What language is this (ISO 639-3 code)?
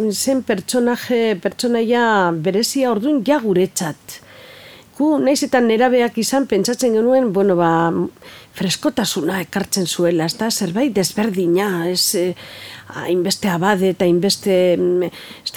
eus